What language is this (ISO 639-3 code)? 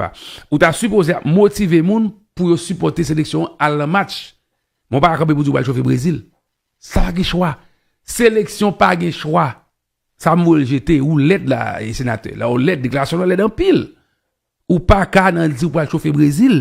hat